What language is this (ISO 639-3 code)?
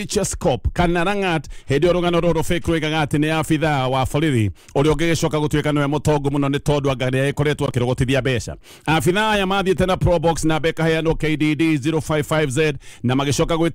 kik